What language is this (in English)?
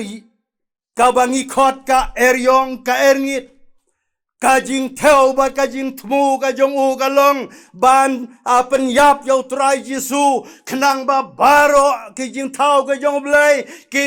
Khasi